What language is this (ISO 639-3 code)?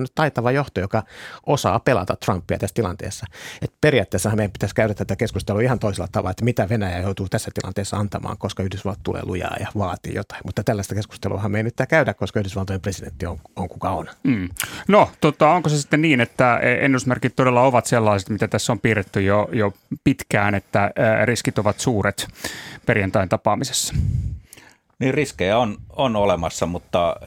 fin